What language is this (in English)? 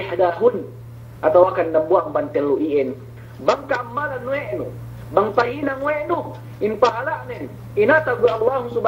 Yakan